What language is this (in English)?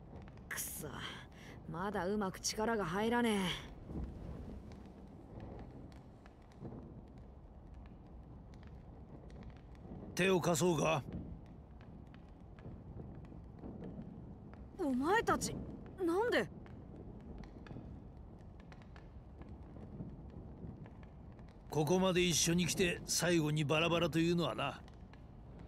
Japanese